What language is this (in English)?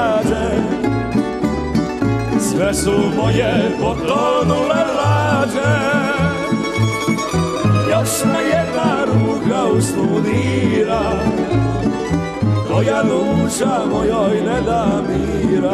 Croatian